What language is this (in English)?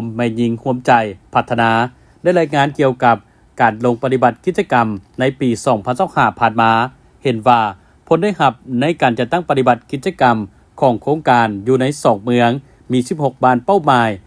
Lao